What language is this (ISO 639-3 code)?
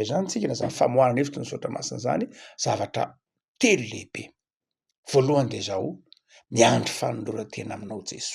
mlg